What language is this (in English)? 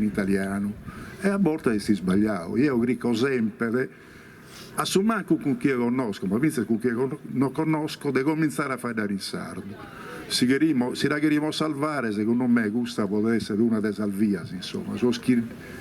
Sardinian